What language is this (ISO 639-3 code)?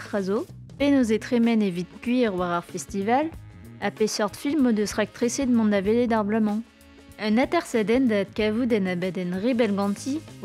bre